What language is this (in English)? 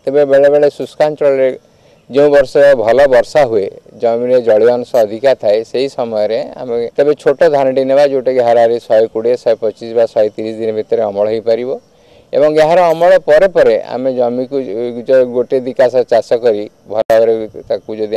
Odia